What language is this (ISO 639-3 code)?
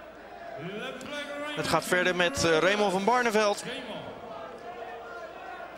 nld